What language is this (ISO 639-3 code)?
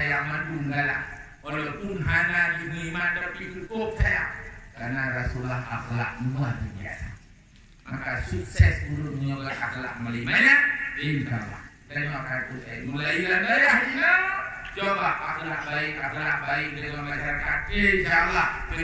ace